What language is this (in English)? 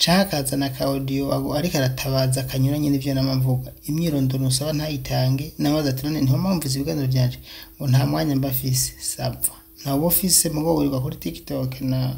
Rundi